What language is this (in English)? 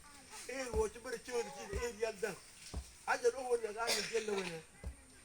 Mabaan